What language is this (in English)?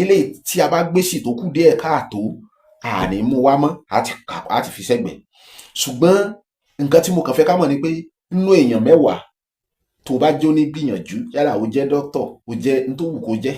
Yoruba